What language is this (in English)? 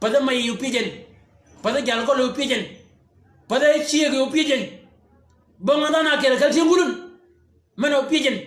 Shilluk